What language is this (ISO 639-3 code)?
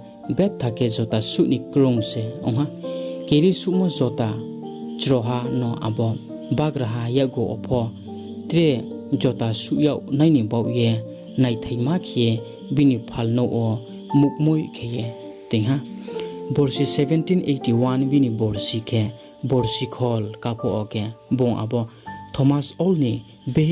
ria